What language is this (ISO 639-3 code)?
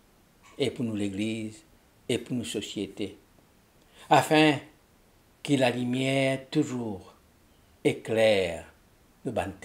mfe